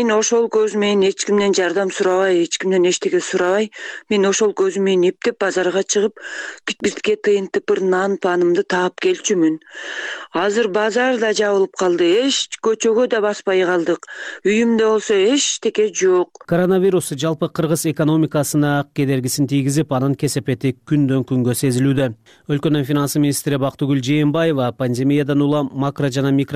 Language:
Kyrgyz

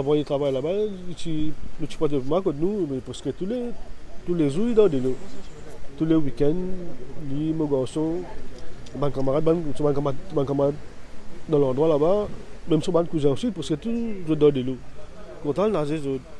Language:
Morisyen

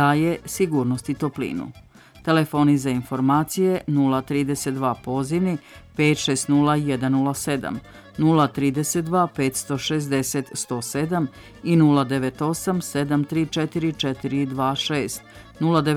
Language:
Serbian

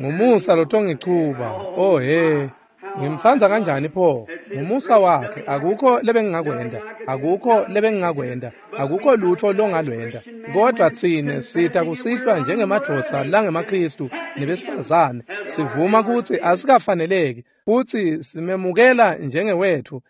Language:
Swati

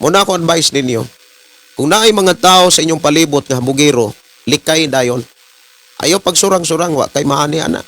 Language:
Cebuano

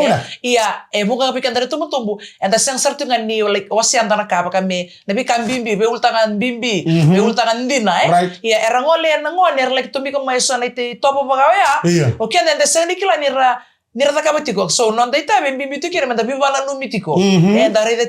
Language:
Fijian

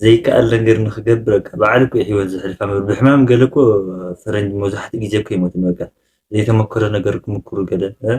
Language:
Tigrinya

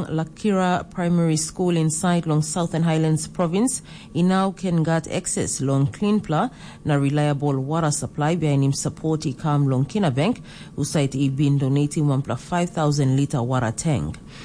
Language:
Tok Pisin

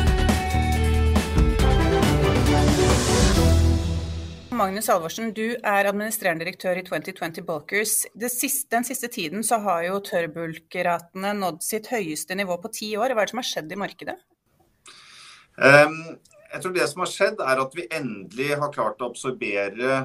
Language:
Norwegian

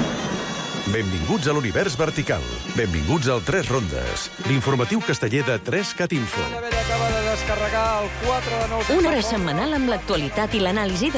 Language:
Catalan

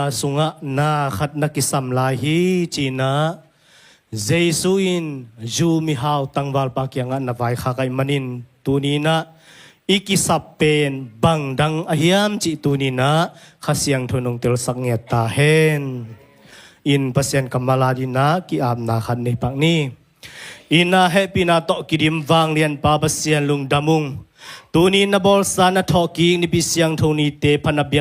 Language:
Tedim Chin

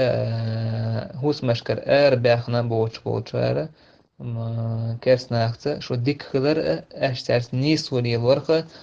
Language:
Chechen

